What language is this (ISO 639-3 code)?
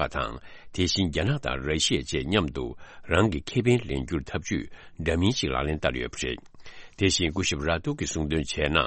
bod